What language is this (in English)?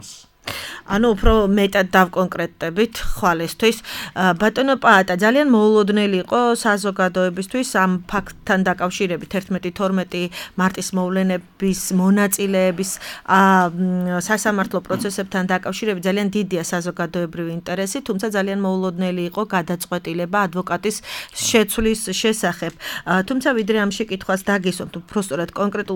Georgian